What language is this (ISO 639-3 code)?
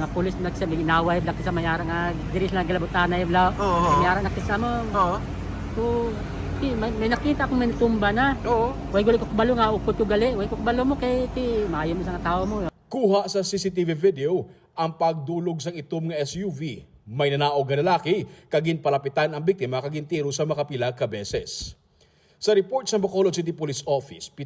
hil